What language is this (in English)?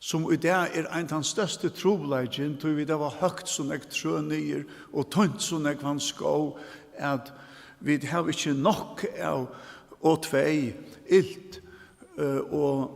Faroese